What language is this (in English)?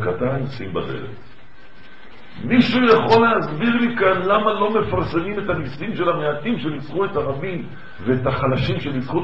Hebrew